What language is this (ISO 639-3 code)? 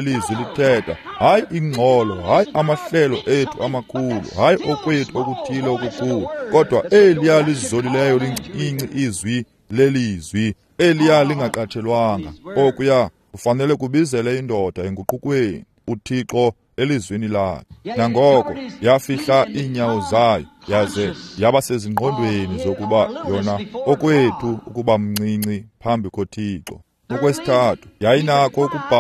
xho